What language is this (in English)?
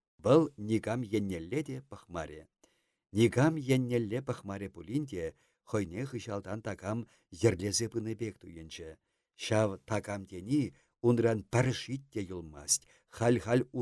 Chuvash